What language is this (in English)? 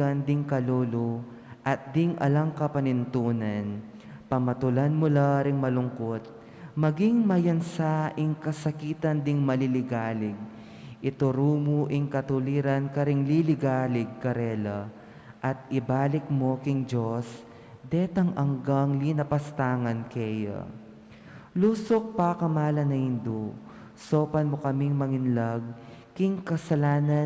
Pampanga